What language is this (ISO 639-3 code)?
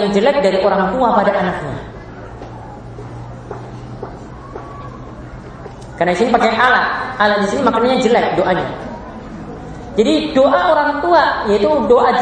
ind